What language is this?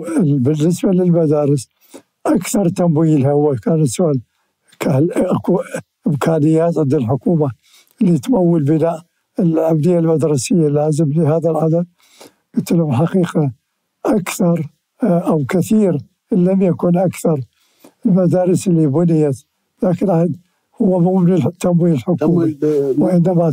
Mesopotamian Arabic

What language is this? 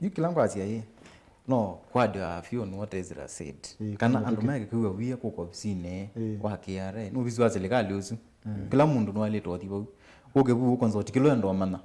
Kamba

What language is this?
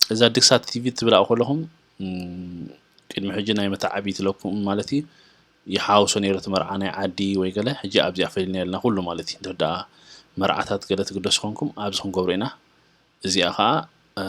Tigrinya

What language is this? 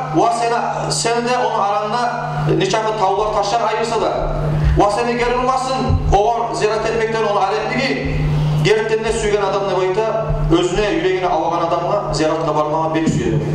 Kumyk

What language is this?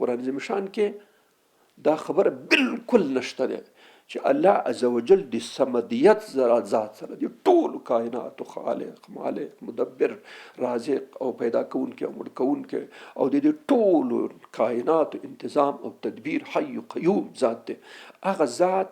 Pashto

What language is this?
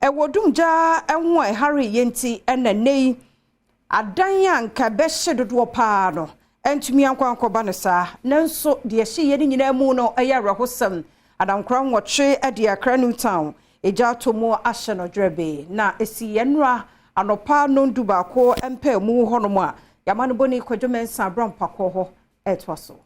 Akan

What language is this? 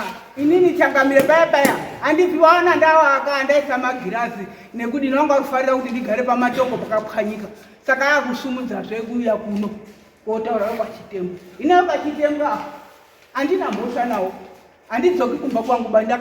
Shona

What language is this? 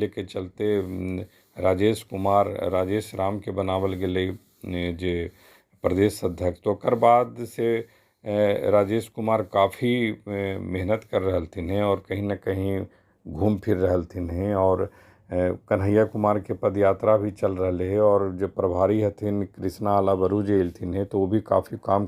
Magahi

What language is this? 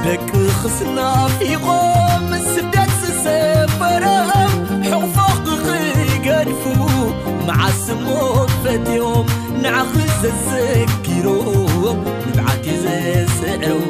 Tigrinya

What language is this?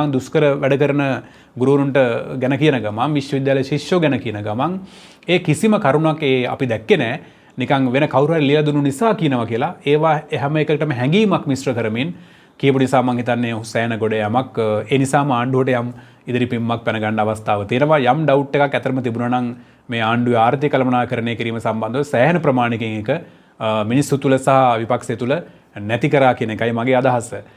Sinhala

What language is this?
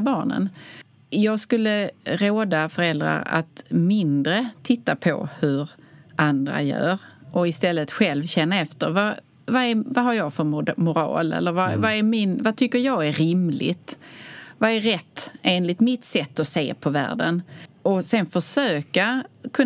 Swedish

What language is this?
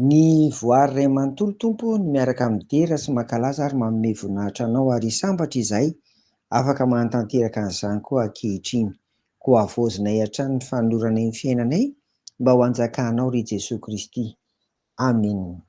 Malagasy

